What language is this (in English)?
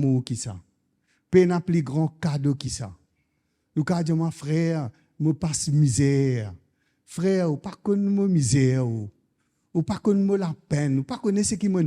Morisyen